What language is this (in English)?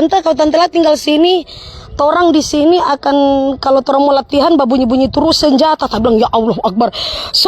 Manado Malay